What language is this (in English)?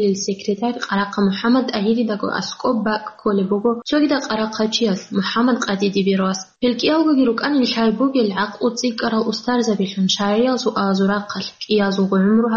Avaric